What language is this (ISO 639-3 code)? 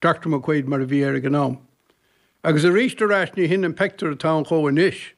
gle